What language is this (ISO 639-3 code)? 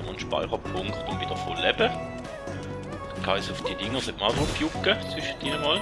gsw